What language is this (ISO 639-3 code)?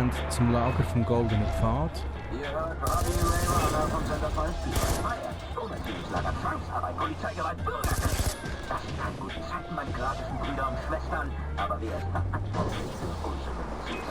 gsw